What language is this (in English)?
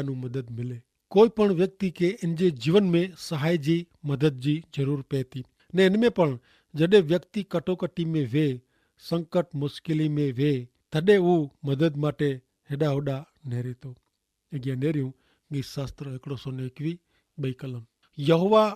Kachhi